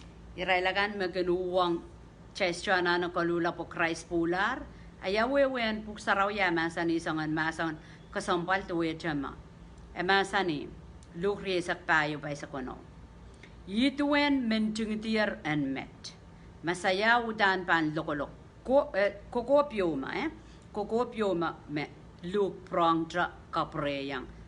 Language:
Pohnpeian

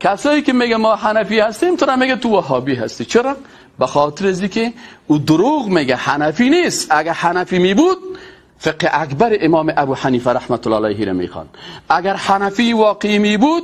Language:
Persian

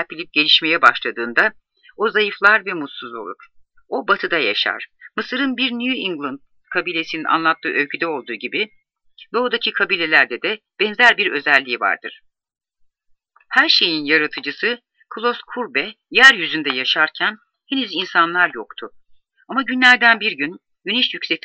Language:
Turkish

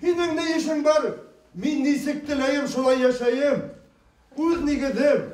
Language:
Bashkir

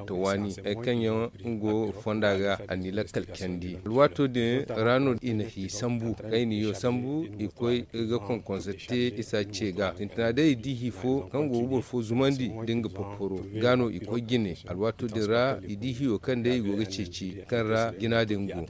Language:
Zarma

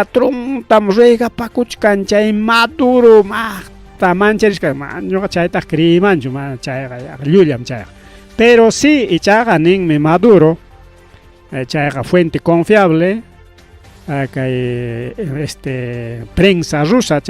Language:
Ayacucho Quechua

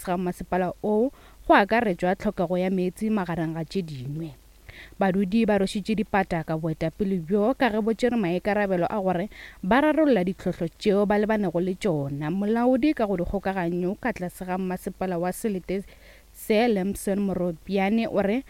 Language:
Northern Sotho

